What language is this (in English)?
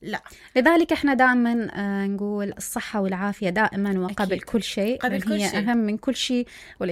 Mesopotamian Arabic